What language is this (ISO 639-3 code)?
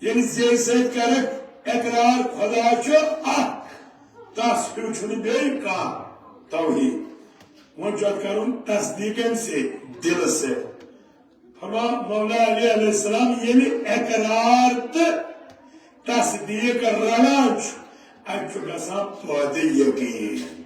kas